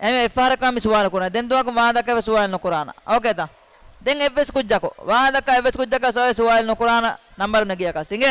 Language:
Divehi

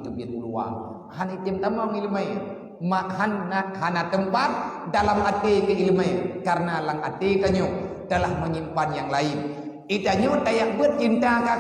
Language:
Achinese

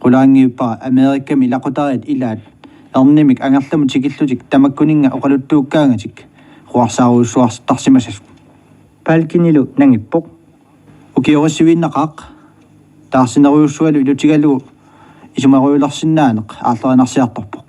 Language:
Kalaallisut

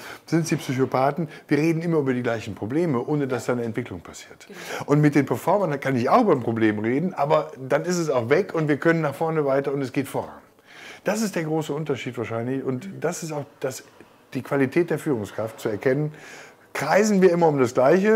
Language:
German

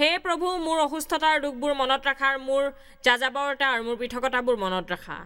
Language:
Assamese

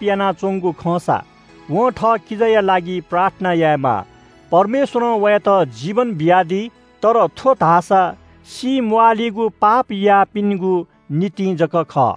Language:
Newari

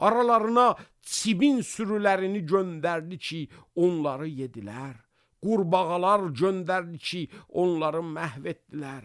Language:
Azerbaijani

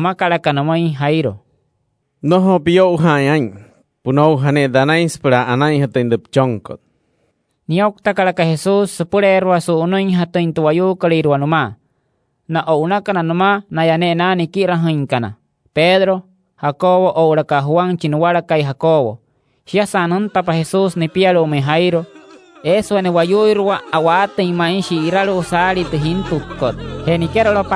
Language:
Wayuu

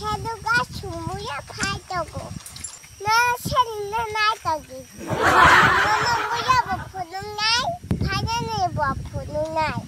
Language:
Kok Borok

